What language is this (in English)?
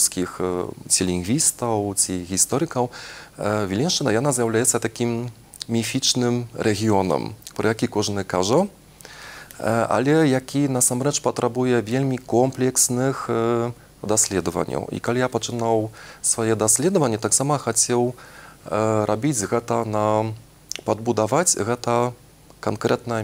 Belarusian